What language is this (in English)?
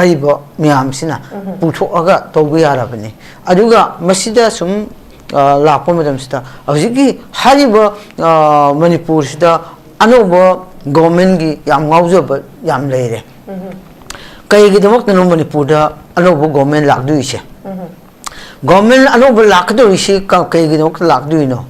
Manipuri